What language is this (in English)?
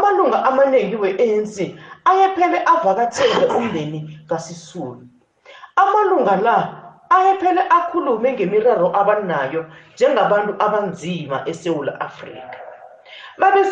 South Ndebele